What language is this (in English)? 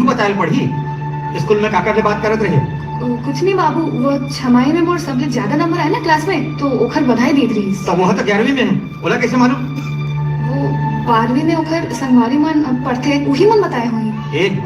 Chhattisgarhi